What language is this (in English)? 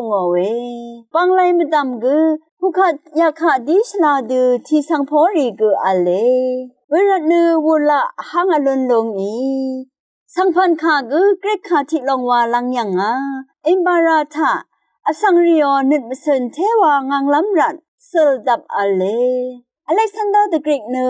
Rawang